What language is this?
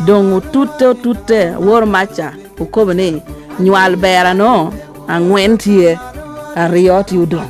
Lango (Uganda)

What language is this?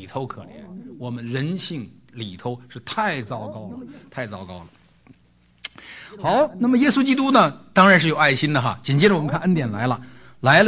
Chinese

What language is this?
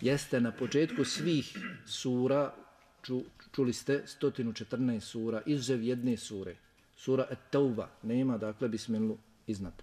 Bosnian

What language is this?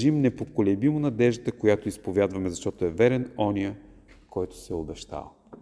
Bulgarian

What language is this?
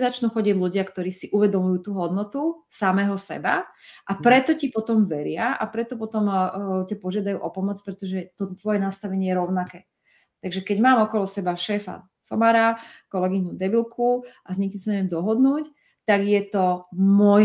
Slovak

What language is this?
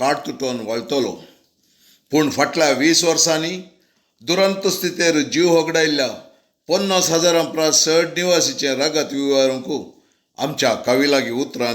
Konkani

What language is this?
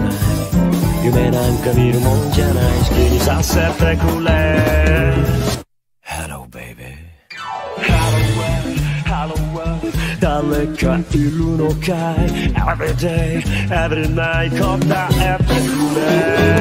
Japanese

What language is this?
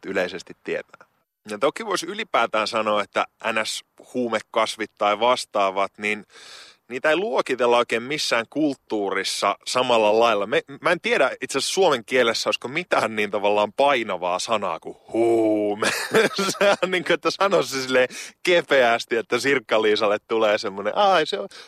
Finnish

